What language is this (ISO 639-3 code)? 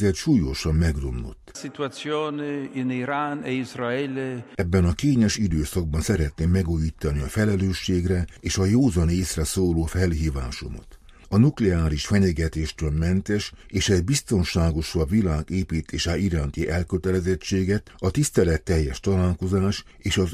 hun